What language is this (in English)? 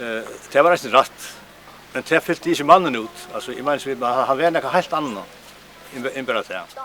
Faroese